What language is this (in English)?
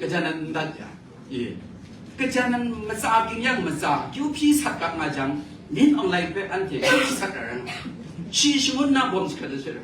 Kachin